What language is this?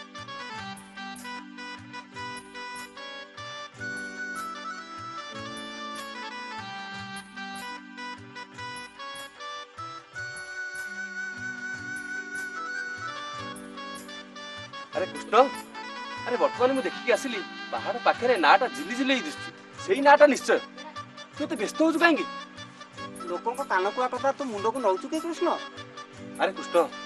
Odia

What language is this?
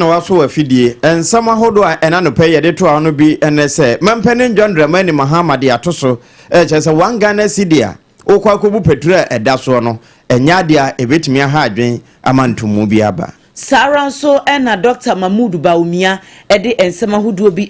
Akan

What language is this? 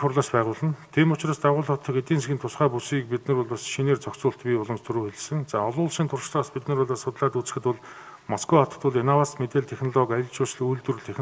Mongolian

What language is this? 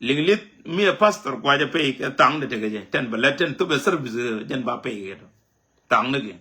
Nuer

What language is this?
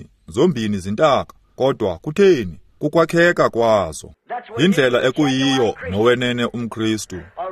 Xhosa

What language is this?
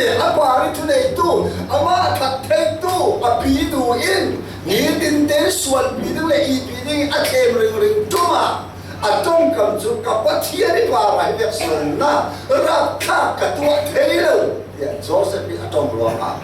Falam Chin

